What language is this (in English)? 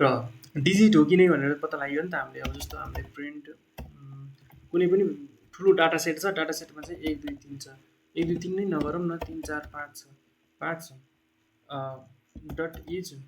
Nepali